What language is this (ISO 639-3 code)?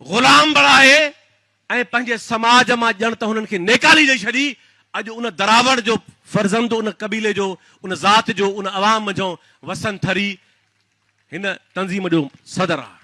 snd